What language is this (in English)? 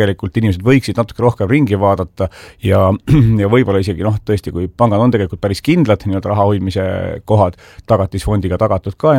Estonian